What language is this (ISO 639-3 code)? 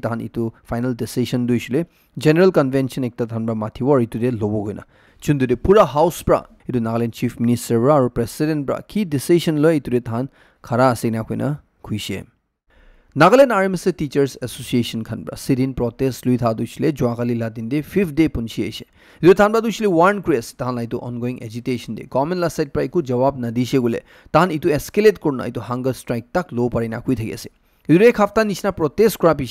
nag